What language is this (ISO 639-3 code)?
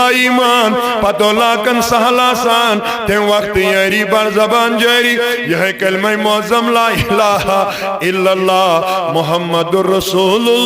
kas